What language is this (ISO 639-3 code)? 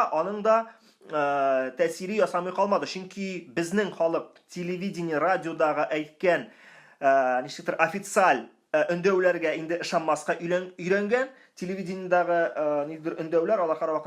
tat